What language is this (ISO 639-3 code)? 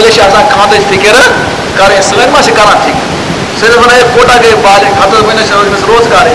kas